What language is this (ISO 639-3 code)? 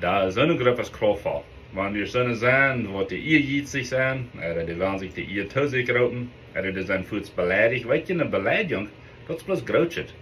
pdt